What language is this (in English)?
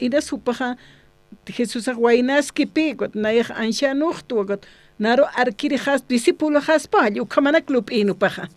Aymara